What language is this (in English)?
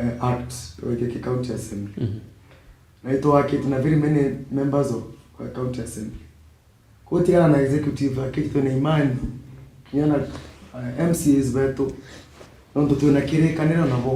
Meru